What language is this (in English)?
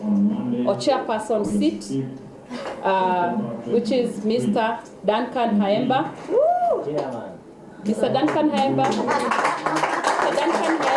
Meru